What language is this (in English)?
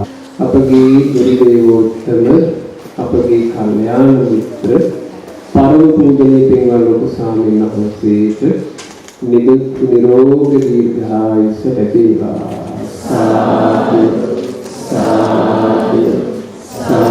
Sinhala